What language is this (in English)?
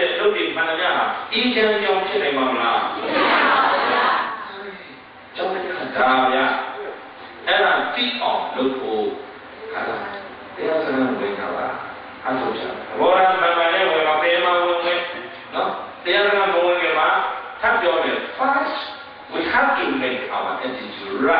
Burmese